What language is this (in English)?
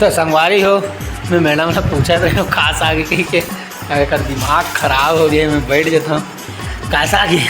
Chhattisgarhi